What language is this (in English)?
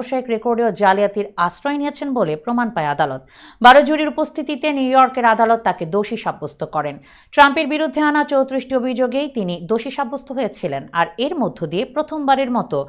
Bangla